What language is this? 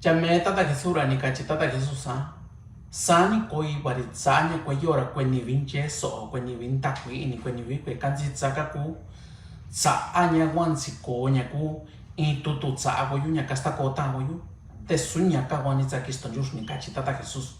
Mixtepec Mixtec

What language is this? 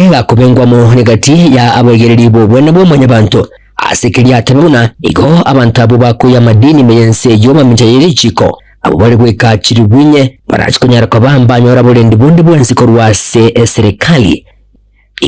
Gusii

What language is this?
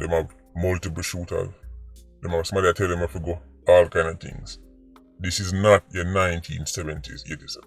Jamaican Creole English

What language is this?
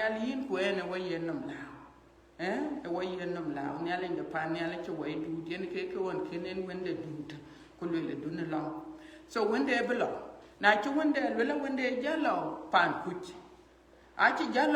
Dinka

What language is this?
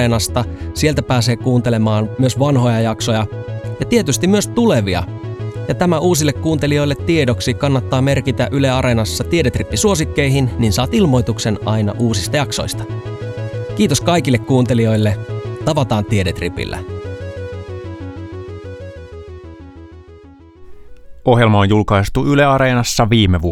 Finnish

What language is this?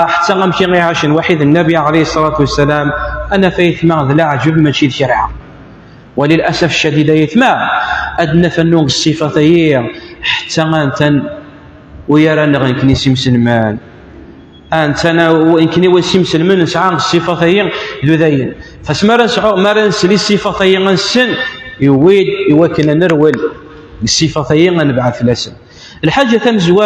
Kabyle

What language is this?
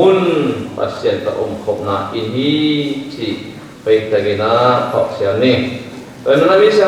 Tedim Chin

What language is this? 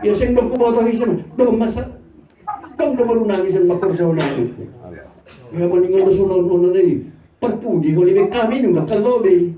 Batak Simalungun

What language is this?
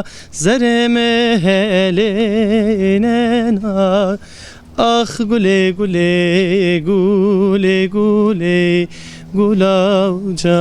Zaza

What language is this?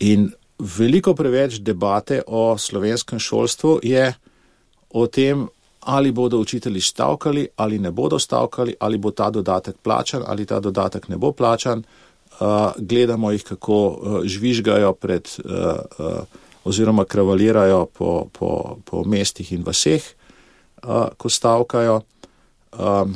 Slovenian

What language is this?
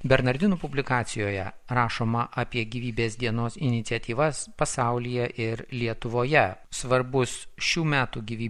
Lithuanian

